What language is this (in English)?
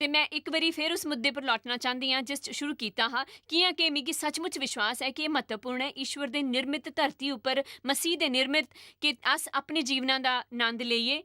Dogri